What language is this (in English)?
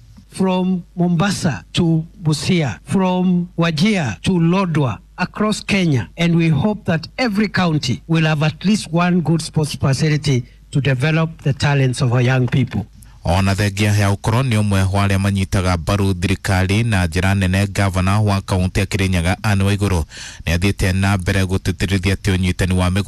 Kikuyu